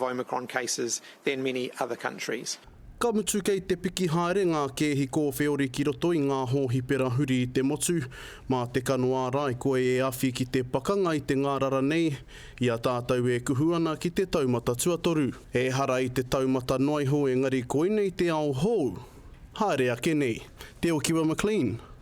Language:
Māori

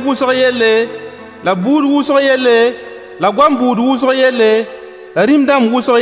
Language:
Mossi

